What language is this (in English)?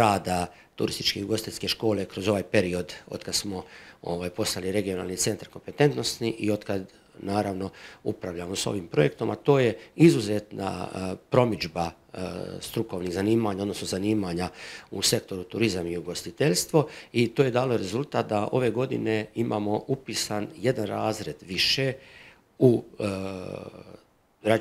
Croatian